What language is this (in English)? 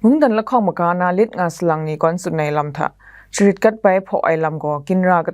Kachin